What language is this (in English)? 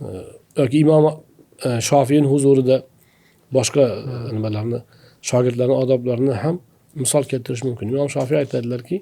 Uzbek